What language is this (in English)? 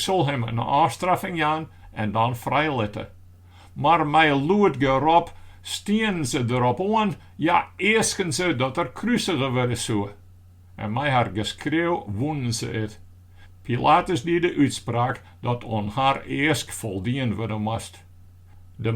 Western Frisian